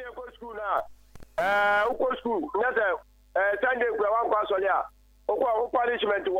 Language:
Akan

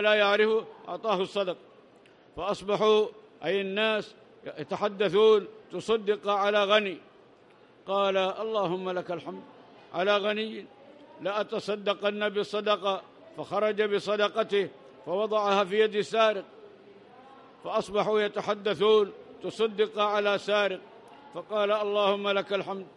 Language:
Arabic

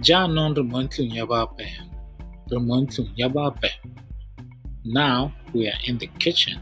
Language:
Tswana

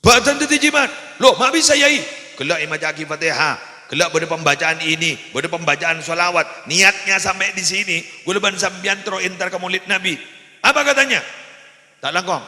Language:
Madurese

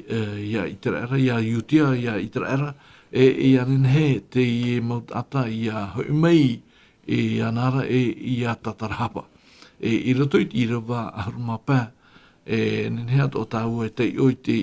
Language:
Tahitian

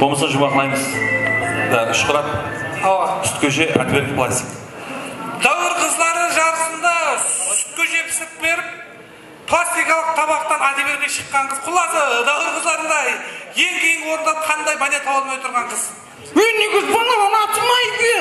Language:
Kara-Kalpak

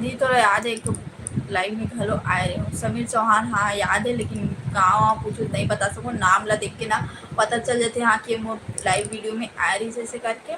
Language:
Chhattisgarhi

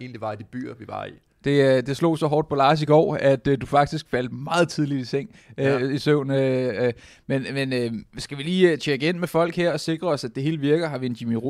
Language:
Danish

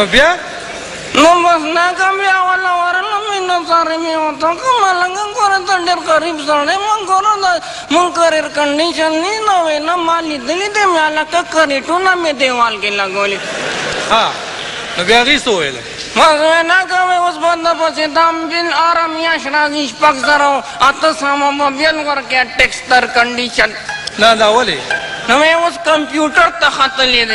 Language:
Pashto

